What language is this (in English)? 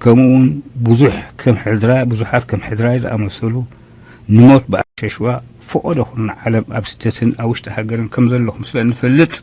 Tigrinya